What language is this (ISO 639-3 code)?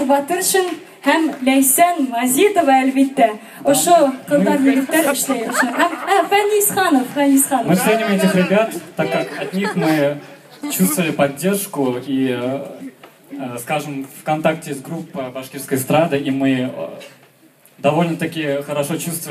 bak